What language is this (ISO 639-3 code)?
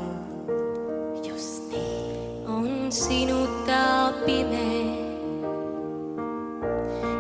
est